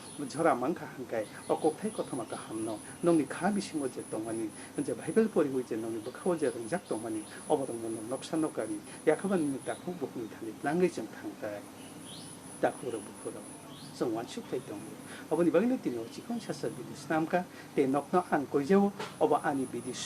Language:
Kok Borok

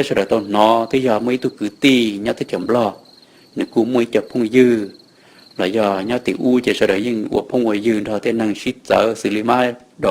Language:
Hmong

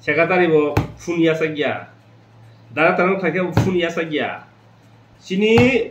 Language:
Kok Borok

